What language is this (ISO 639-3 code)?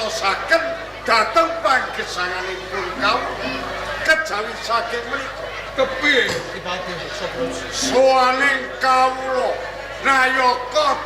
jav